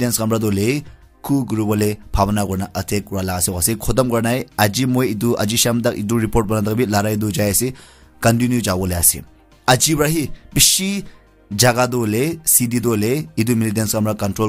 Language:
Naga Pidgin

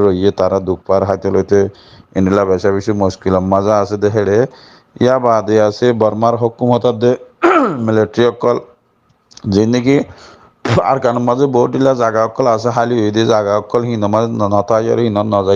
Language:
Rohingya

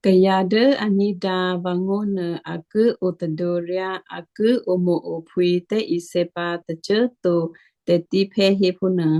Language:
Western Kayah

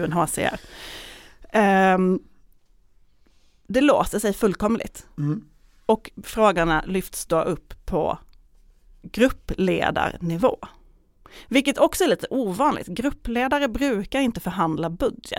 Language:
Swedish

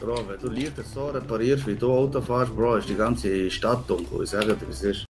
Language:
Swiss German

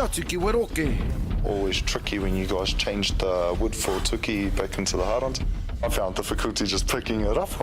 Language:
Māori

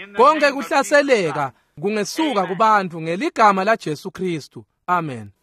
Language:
Swati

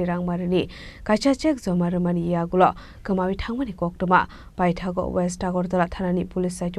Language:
Kok Borok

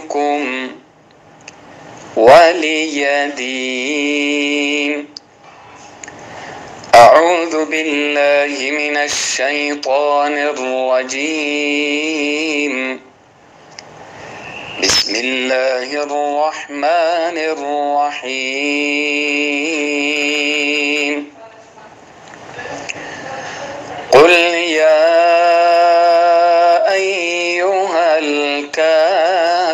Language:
Arabic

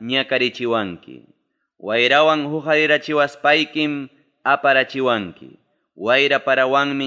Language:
Ayacucho Quechua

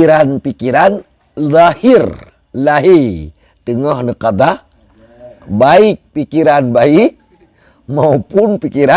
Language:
Achinese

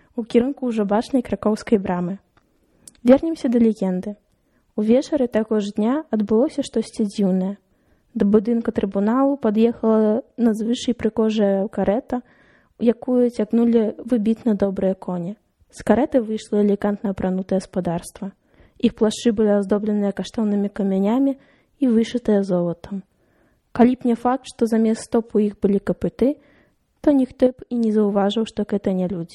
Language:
Belarusian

